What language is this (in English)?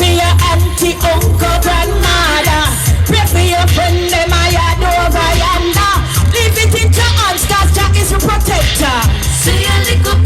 Jamaican Creole English